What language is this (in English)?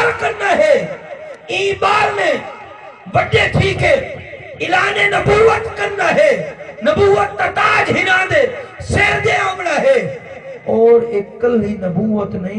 Saraiki